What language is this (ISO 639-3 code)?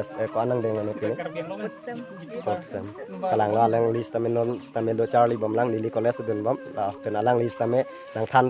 mjw